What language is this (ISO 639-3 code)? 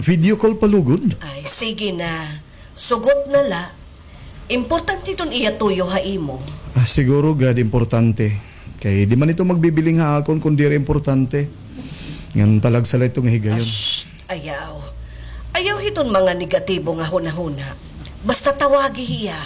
war